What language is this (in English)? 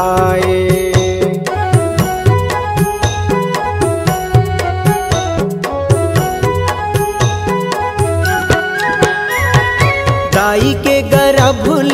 Chhattisgarhi